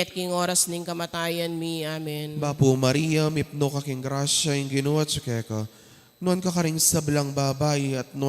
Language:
Pampanga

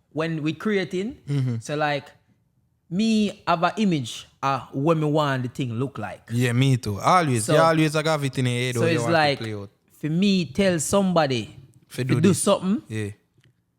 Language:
Jamaican Creole English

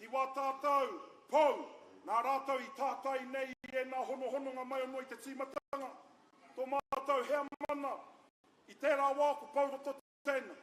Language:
Māori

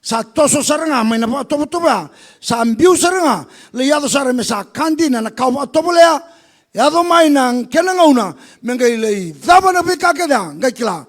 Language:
Fijian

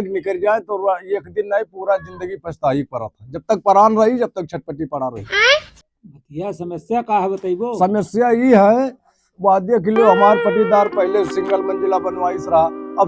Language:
Awadhi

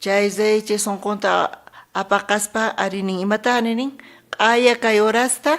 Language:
South Bolivian Quechua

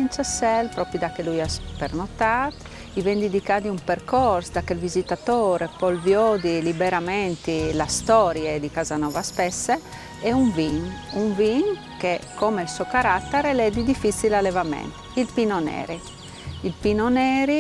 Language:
Friulian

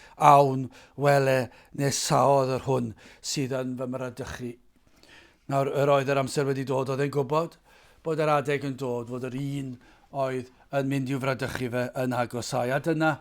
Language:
Welsh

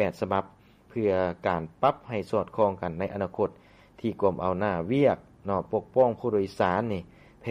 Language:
Lao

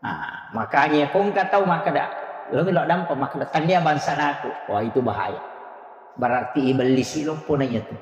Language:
Buginese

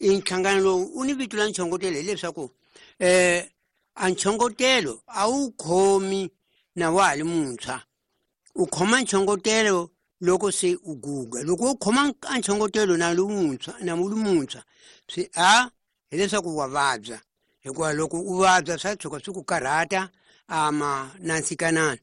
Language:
Tsonga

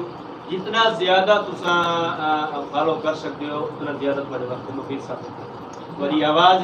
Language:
Saraiki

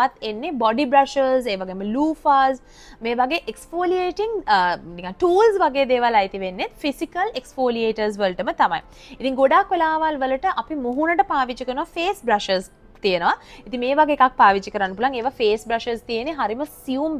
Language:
Sinhala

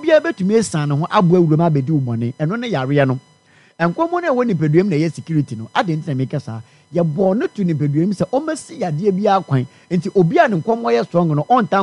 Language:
Akan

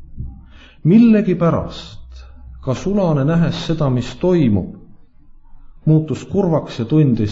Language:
Estonian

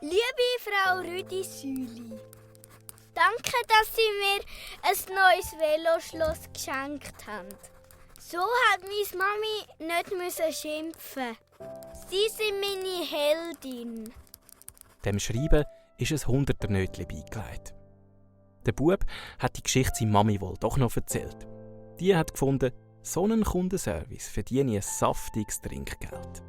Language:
Swiss German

